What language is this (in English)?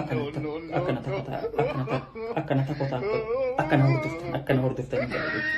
Oromo